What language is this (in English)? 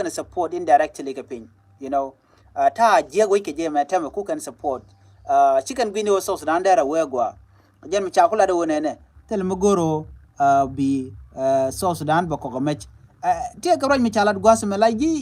Nuer